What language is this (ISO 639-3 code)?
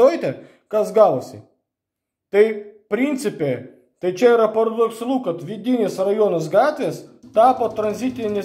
lit